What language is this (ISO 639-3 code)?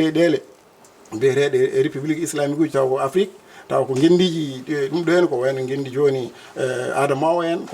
ful